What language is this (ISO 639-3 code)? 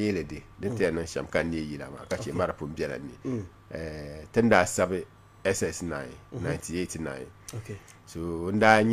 dag